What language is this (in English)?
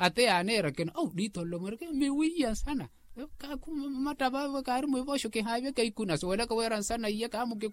Makhuwa